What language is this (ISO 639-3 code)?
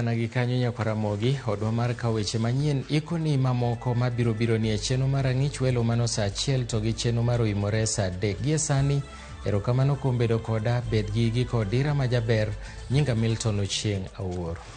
luo